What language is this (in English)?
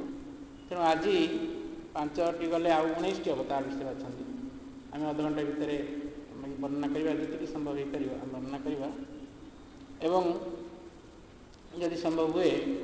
Odia